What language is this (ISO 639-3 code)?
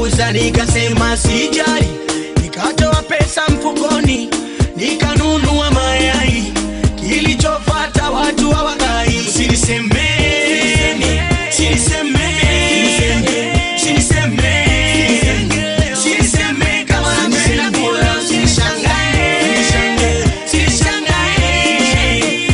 swa